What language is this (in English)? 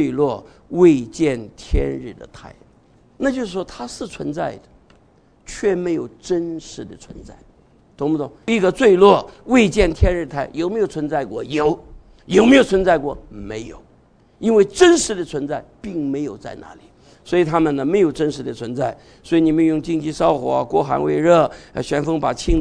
Chinese